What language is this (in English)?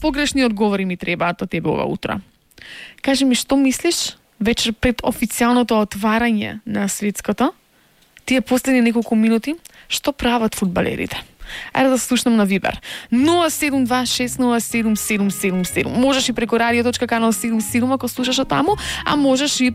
Macedonian